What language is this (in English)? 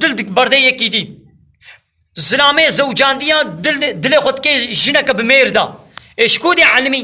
Kurdish